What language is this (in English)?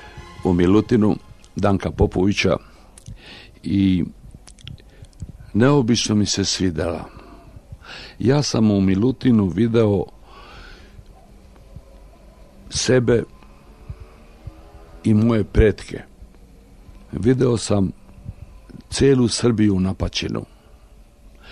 Serbian